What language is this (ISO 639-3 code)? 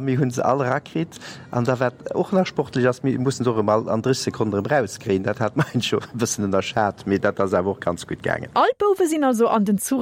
ltz